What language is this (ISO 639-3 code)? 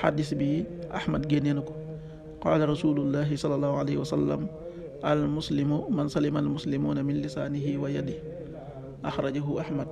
wol